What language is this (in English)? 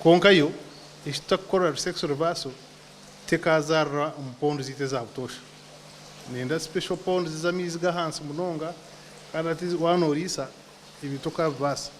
Nyankole